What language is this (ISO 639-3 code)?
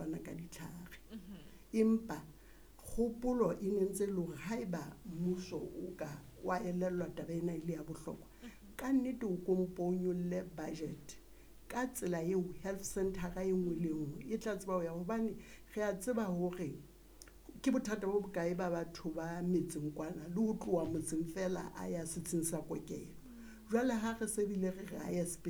sot